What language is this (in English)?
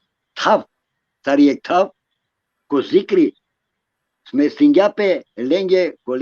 Balkan Romani